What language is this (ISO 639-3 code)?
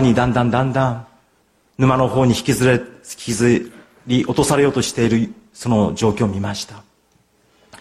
jpn